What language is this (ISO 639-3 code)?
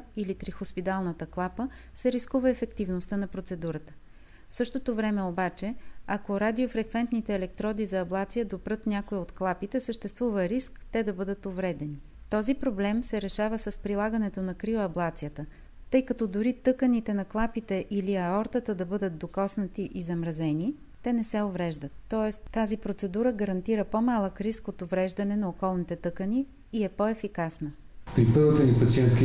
bul